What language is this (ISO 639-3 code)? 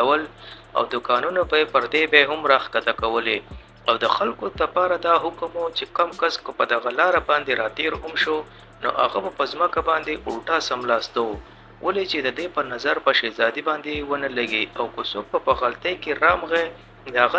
pus